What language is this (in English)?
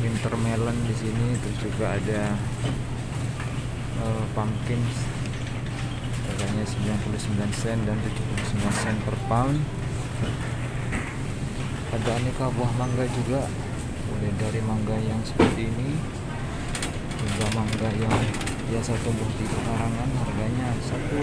Indonesian